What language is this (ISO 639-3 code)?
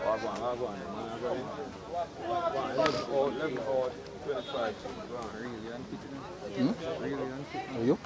jam